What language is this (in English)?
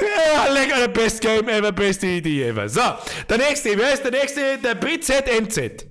Bavarian